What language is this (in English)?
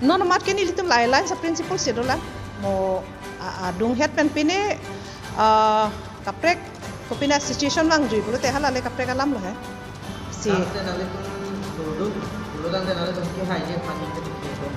Karbi